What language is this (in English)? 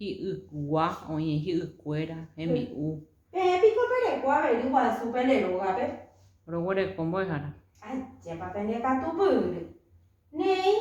Guarani